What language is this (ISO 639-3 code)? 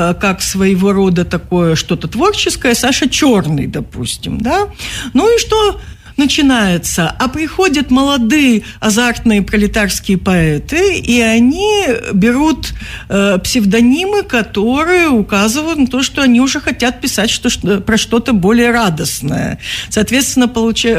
rus